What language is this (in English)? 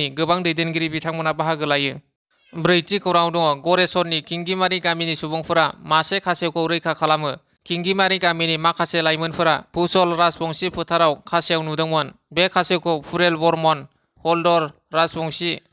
Bodo